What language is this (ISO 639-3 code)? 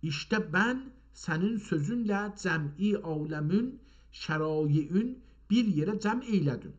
azb